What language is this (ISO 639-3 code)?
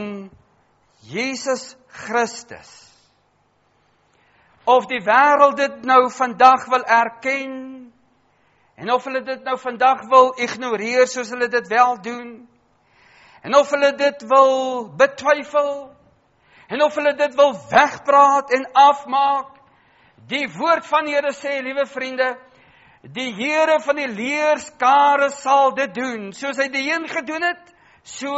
afr